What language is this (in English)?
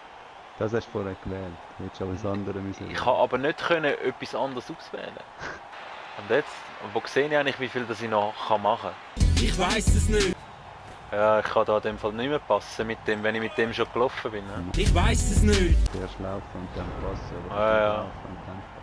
Swiss German